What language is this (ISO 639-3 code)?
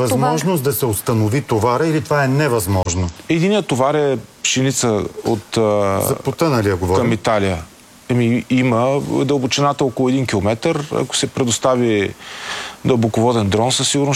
bul